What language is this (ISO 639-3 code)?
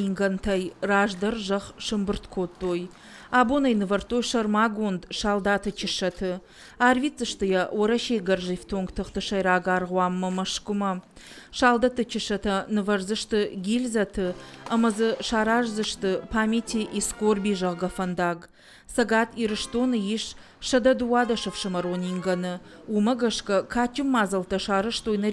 oss